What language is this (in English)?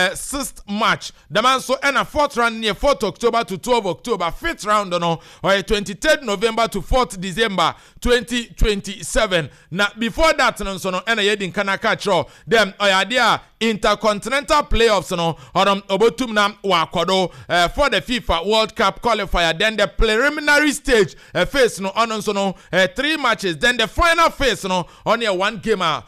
Akan